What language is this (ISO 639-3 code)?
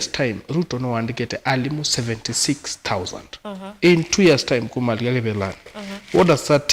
kam